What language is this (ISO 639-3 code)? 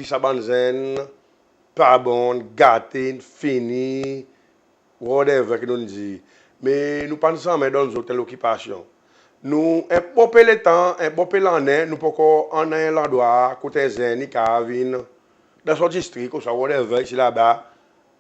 crs